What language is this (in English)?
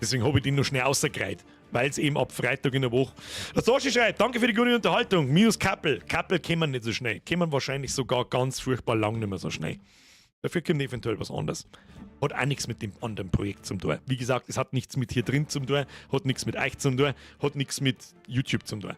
Bavarian